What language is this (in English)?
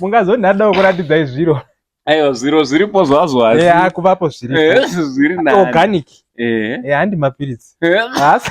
Shona